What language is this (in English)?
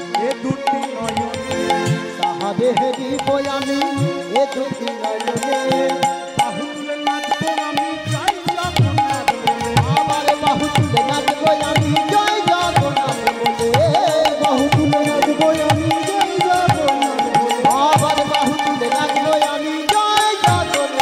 Bangla